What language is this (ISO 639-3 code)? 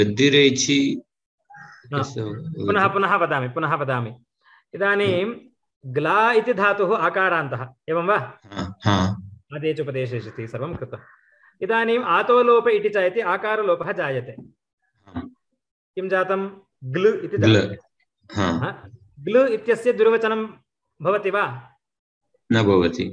san